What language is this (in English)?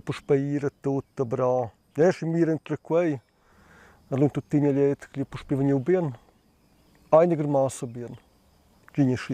Romansh